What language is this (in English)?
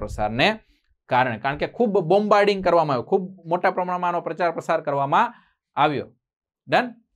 Gujarati